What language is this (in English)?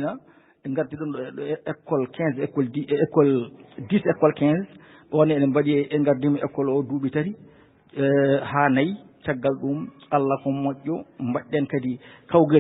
Fula